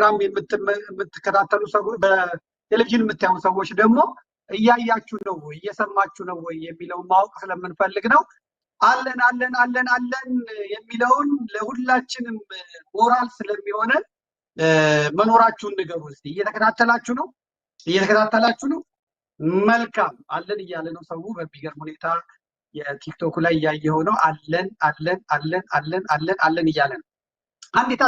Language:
Amharic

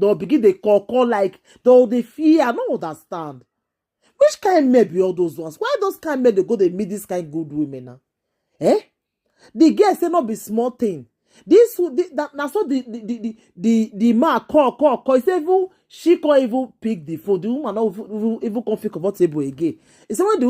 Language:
Nigerian Pidgin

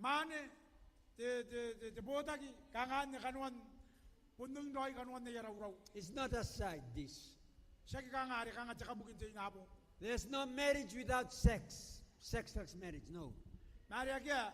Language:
Gilbertese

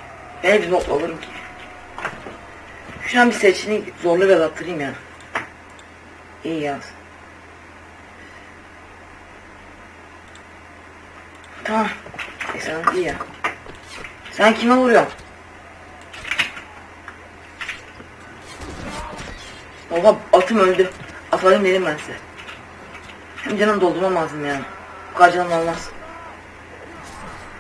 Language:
Turkish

